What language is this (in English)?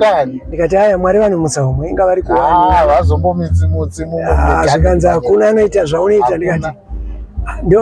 Shona